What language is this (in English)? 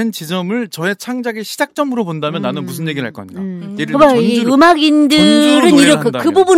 Korean